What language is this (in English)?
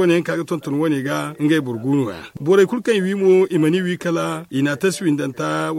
Zarma